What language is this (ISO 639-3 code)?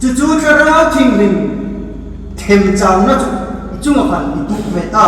hmr